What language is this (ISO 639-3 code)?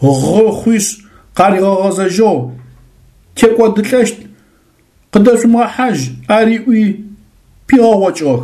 ady